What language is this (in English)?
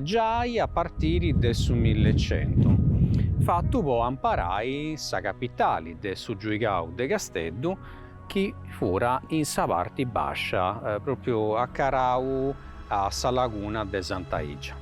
Sardinian